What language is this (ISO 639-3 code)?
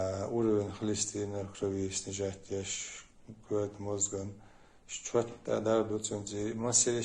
che